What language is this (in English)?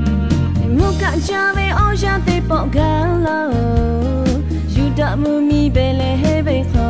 Lahu